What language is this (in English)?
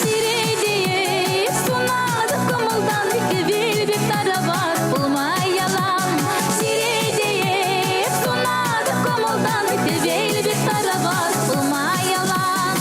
Chuvash